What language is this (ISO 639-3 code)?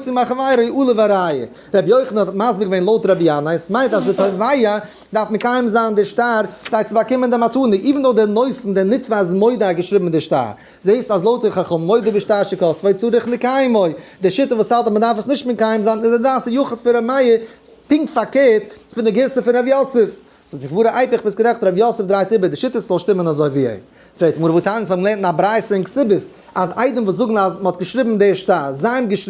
yid